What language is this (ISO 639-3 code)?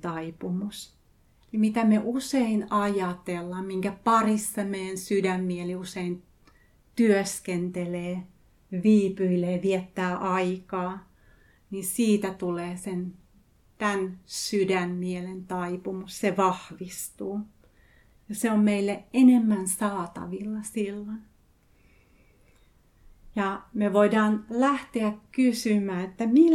fin